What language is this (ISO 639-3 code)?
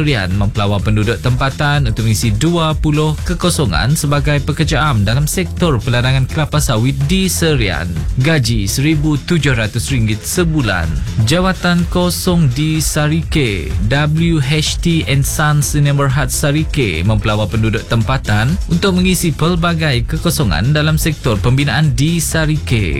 msa